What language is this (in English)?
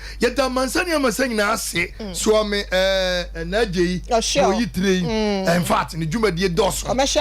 Akan